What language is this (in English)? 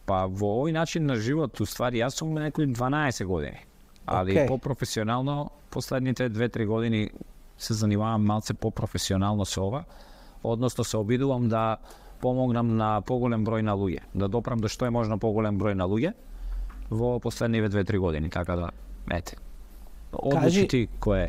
Macedonian